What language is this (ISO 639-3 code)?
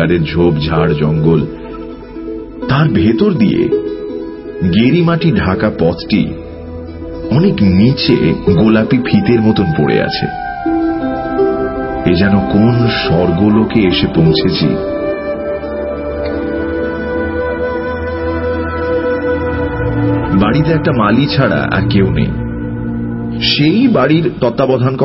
ben